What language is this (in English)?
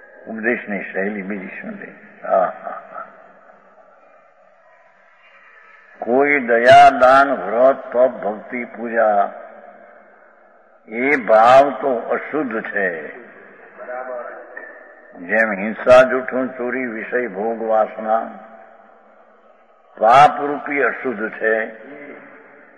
Gujarati